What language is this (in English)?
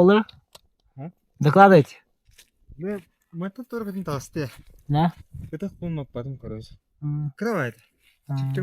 Yakut